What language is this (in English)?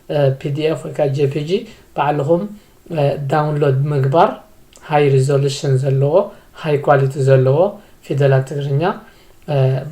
Tigrinya